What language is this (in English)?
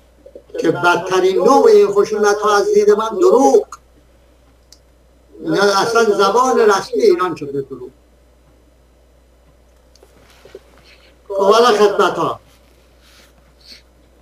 Persian